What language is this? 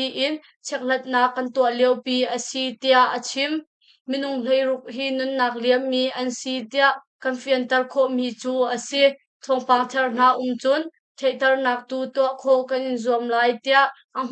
Hakha Chin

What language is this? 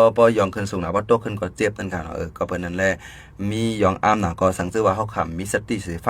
Shan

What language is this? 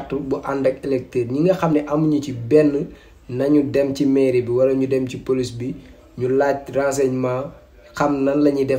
Wolof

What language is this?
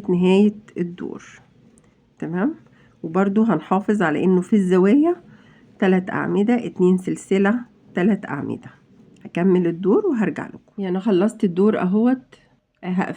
Egyptian Arabic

